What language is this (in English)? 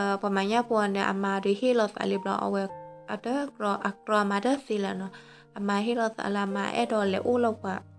S'gaw Karen